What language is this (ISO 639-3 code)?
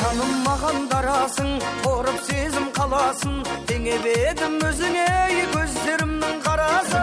kaa